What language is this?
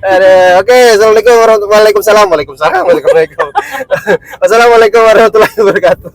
Banjar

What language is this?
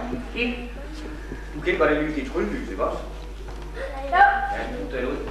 Danish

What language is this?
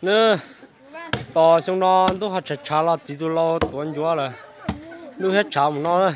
Hmong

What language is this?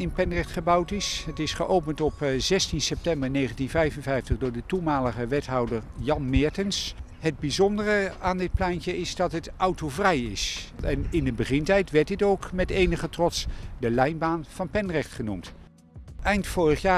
Dutch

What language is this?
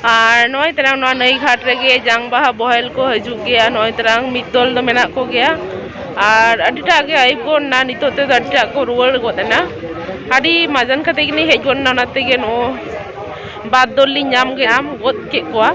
Santali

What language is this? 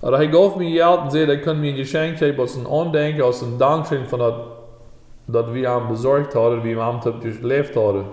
Plautdietsch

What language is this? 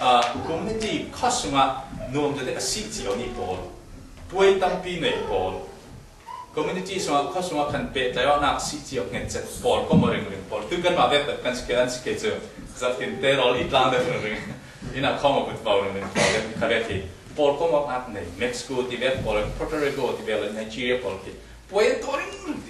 Falam Chin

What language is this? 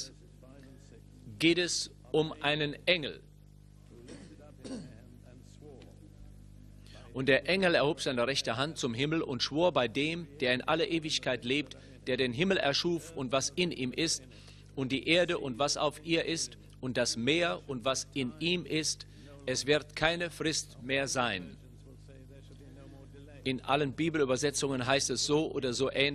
German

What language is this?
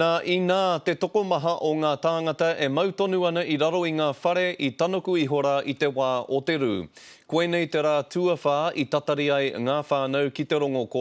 Māori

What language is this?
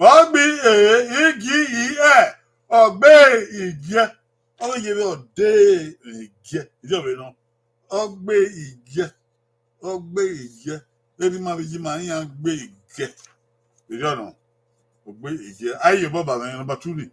Bini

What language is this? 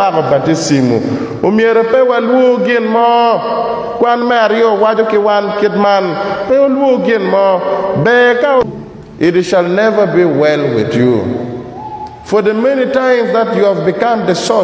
Acoli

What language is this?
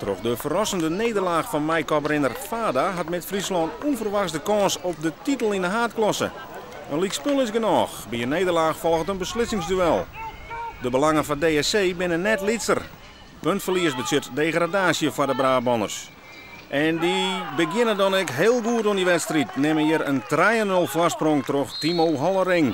Western Frisian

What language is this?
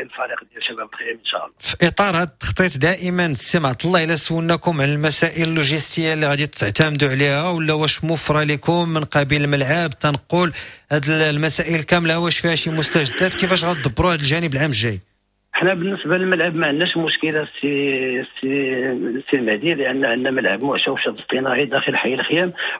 Moroccan Arabic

